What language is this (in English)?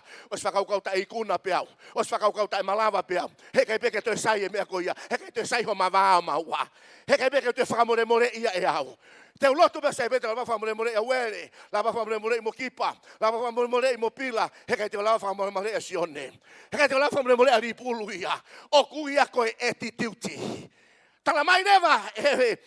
Tongan